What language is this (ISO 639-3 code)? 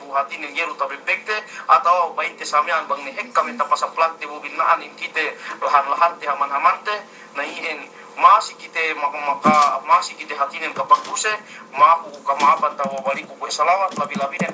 yka